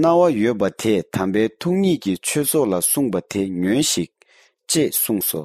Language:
Tibetan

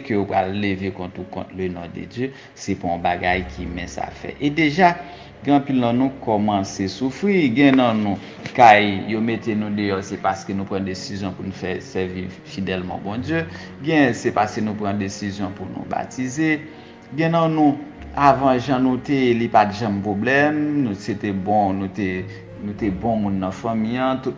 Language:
Haitian Creole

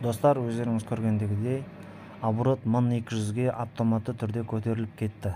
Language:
Kazakh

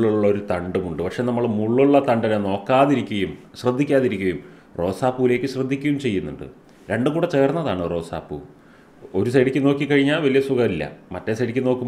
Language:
Malayalam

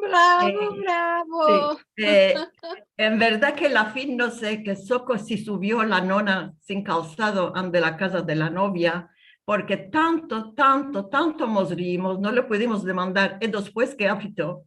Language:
Ladino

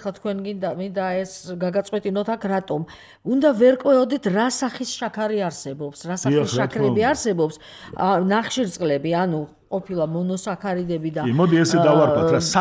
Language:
Georgian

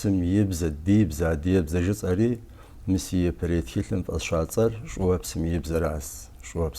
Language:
Kabardian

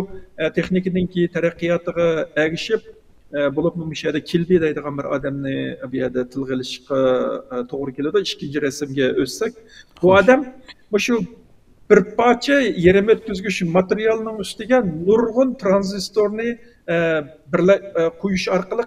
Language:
Uyghur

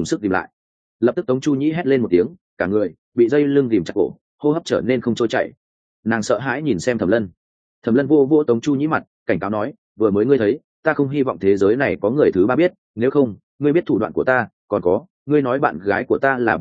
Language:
Vietnamese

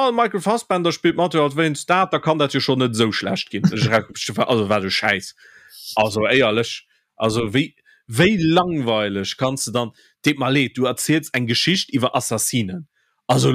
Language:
Luxembourgish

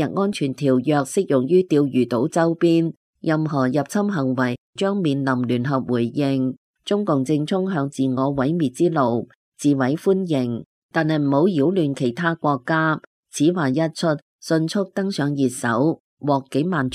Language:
Cantonese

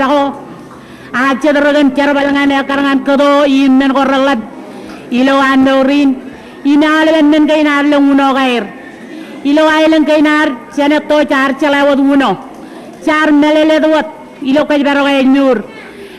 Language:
Marshallese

